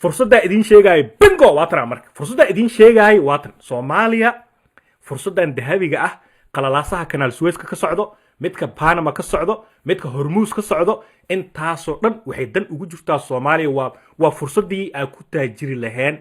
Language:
Somali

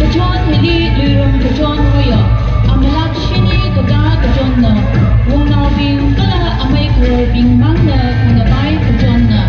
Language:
Tangkhul Naga (India)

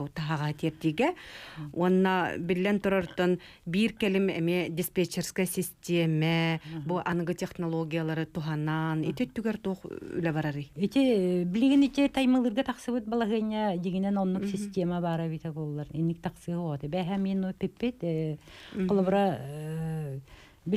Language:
Yakut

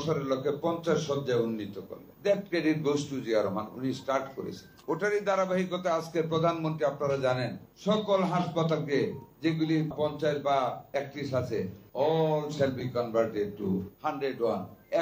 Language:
Bangla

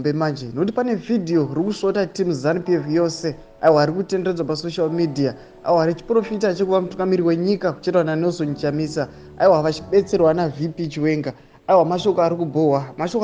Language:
Shona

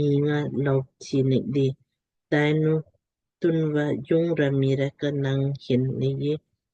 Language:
Lamkang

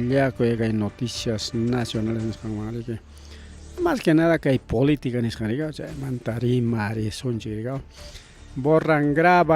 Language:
Ayacucho Quechua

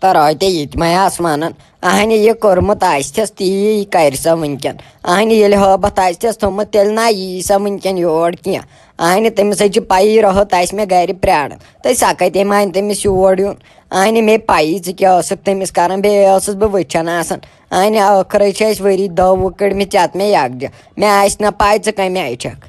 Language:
Kashmiri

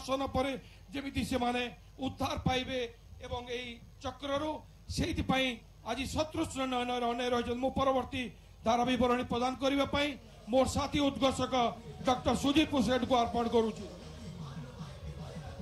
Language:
Odia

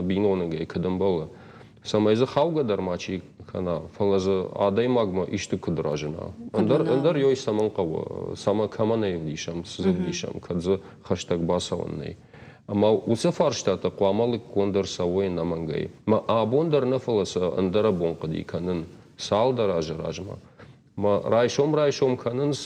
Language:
Ossetic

